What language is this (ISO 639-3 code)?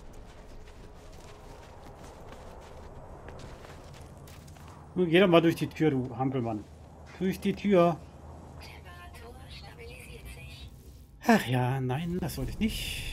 deu